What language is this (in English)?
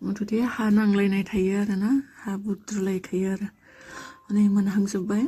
Bodo